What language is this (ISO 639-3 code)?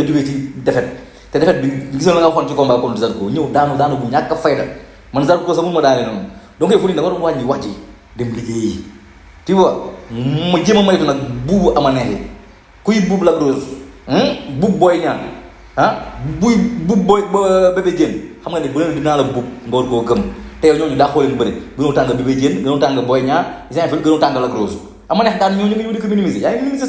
wol